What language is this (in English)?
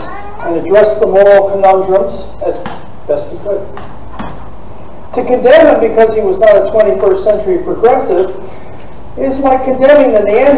English